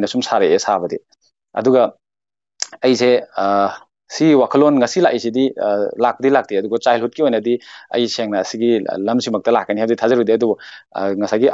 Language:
Manipuri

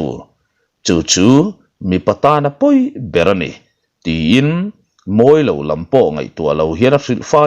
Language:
Mizo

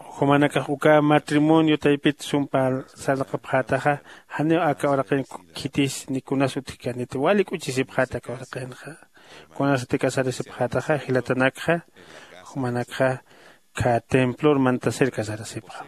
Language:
Aymara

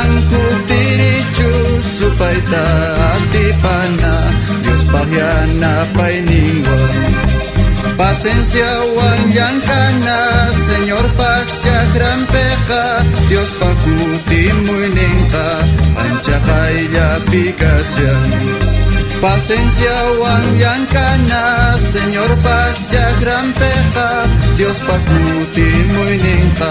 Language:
South Bolivian Quechua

